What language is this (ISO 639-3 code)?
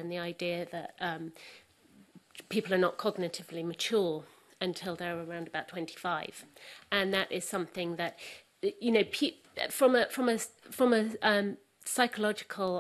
eng